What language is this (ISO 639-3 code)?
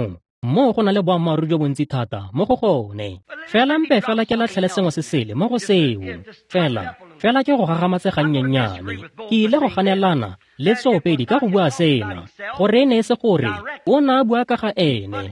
tsn